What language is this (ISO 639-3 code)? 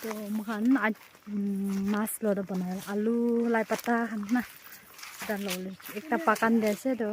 nag